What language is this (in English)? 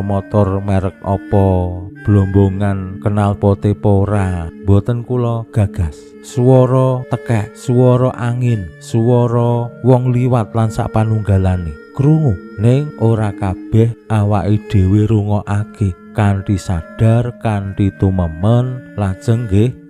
Javanese